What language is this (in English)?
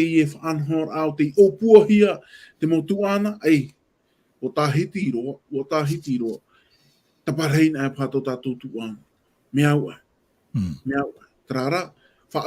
Tahitian